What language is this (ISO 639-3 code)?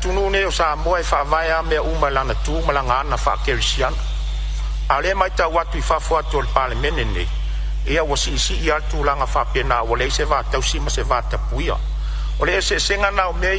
smo